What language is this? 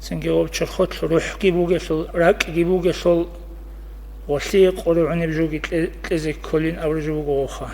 Avaric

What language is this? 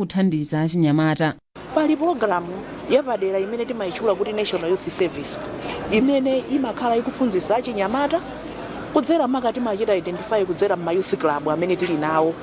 Nyanja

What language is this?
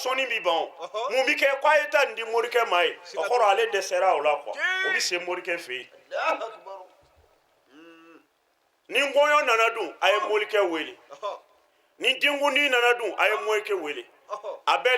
Bambara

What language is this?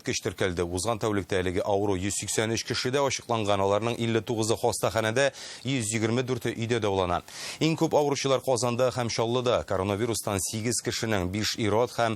Tatar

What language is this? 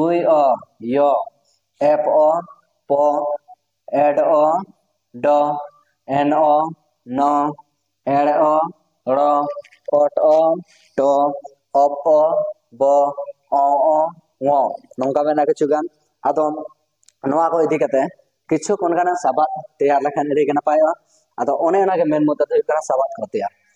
Santali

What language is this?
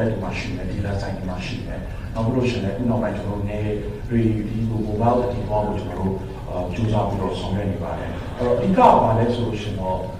Burmese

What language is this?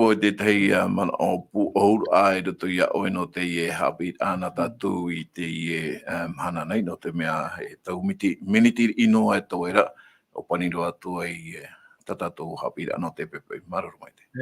Tahitian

